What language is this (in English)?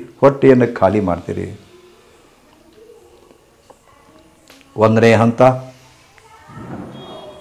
Kannada